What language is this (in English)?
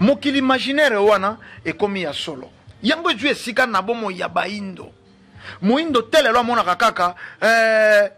Lingala